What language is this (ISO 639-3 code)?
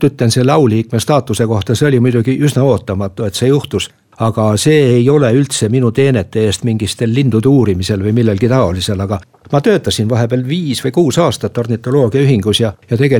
est